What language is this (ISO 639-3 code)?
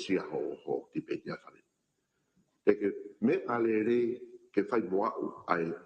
ton